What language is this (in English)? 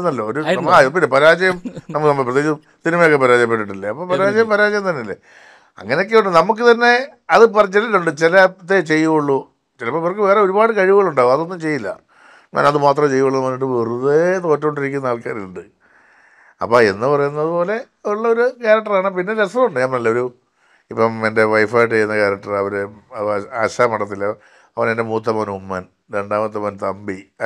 Malayalam